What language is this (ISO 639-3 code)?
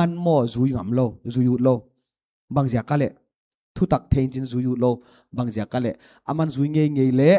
pck